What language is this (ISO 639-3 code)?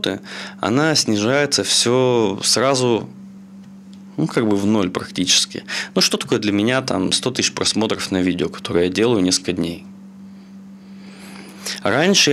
rus